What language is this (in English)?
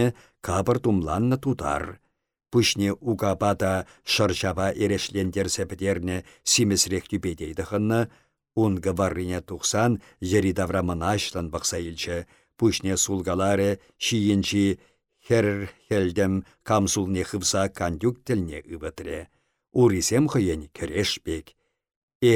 Chuvash